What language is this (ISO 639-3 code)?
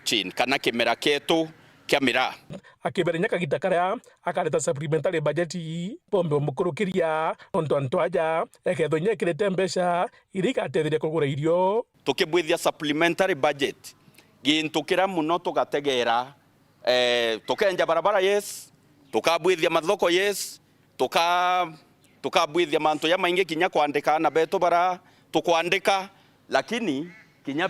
mer